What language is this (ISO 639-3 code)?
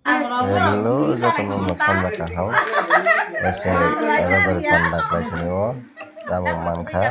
trp